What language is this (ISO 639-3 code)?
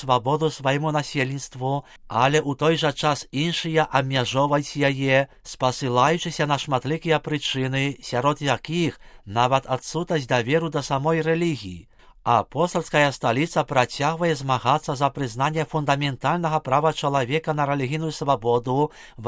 bel